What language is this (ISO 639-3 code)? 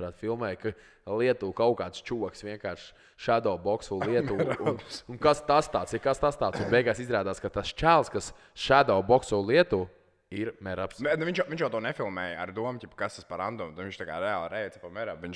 lav